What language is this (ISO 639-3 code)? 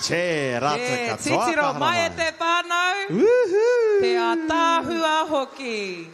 mri